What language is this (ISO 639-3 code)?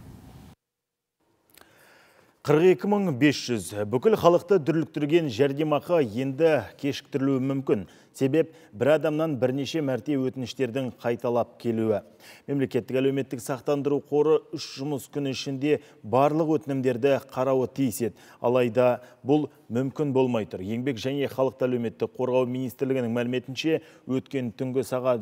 kaz